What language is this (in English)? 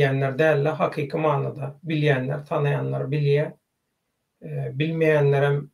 Turkmen